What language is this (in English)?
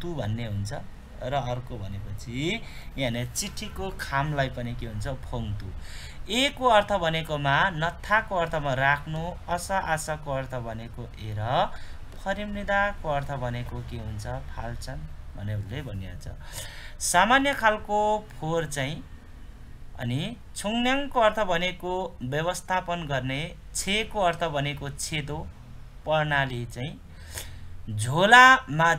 Nepali